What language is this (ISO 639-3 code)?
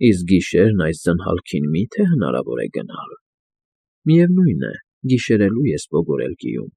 hye